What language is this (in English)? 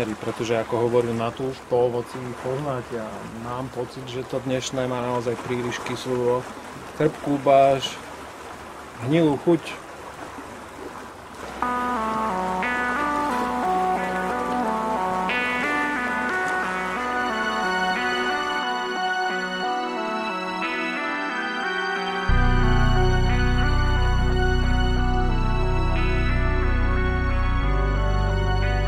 Slovak